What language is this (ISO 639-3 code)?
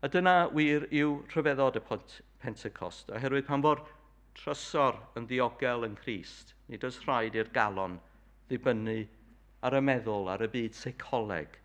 cym